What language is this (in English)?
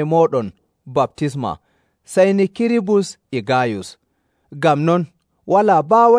Nigerian Fulfulde